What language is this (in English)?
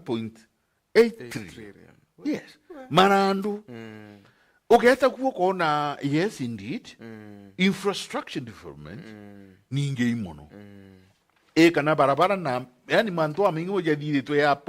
Meru